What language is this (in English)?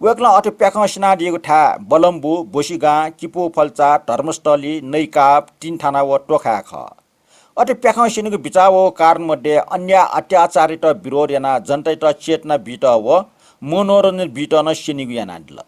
Newari